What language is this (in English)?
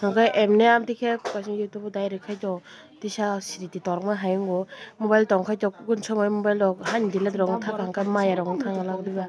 Kok Borok